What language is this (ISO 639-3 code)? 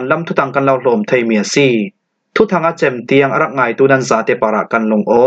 cfm